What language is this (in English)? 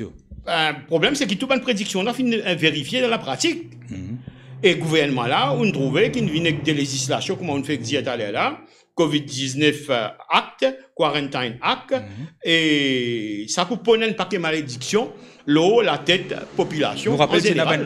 Morisyen